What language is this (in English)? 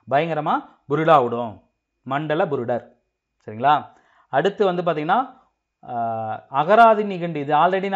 Tamil